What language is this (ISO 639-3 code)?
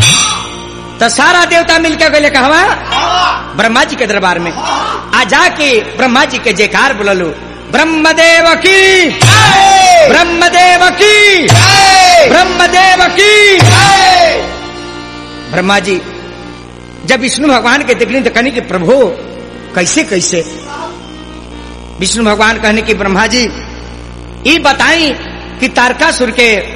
bho